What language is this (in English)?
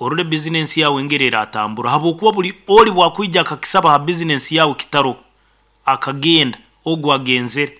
Nyoro